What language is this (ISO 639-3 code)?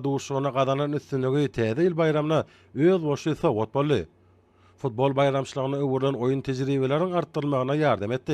tuk